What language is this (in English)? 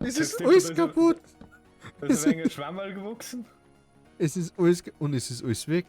Bavarian